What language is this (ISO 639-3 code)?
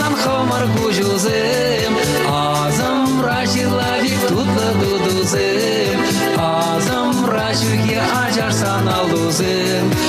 chv